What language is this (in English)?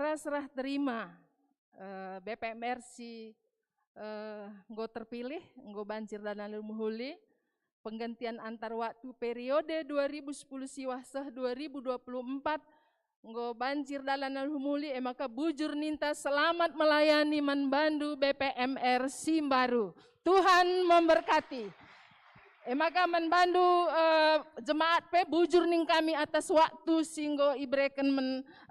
Batak Karo